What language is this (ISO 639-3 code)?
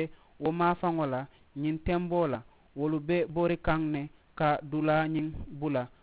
man